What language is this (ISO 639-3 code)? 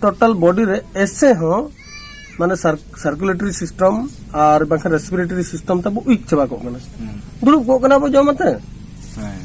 sat